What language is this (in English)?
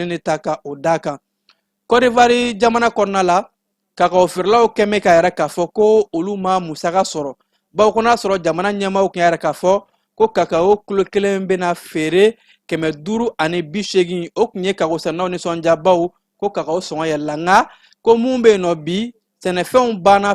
Bambara